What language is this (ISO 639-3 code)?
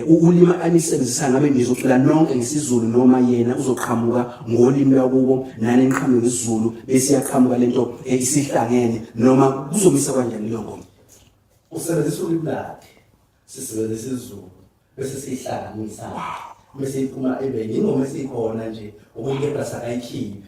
zul